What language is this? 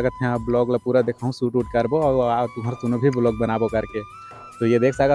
Chhattisgarhi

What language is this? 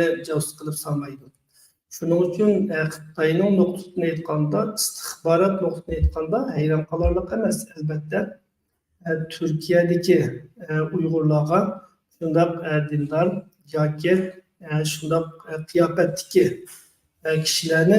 Uyghur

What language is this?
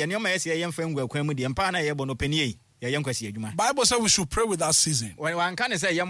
Akan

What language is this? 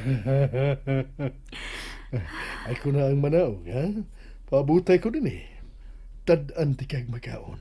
Cebuano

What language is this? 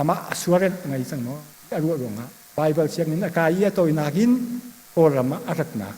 Hakha Chin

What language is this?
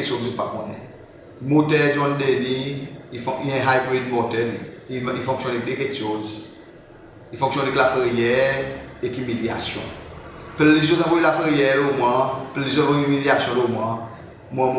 Seselwa Creole French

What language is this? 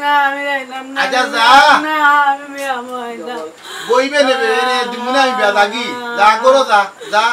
Sylheti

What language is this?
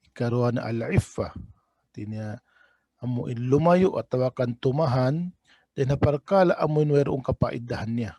Tausug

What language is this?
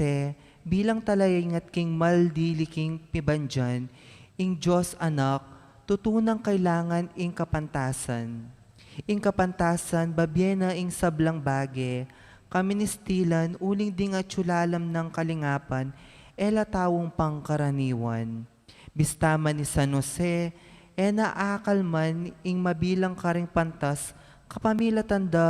Pampanga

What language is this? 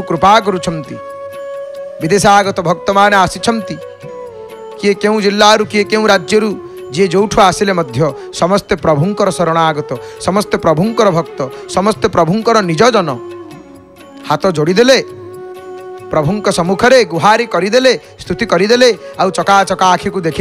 Odia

